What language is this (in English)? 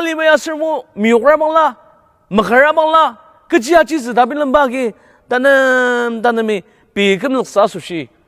Ao Naga